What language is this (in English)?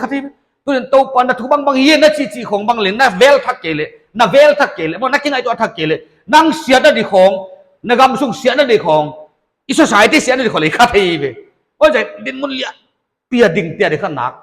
Paite Chin